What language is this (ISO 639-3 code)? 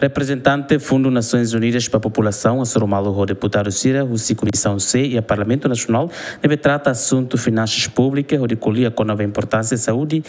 tet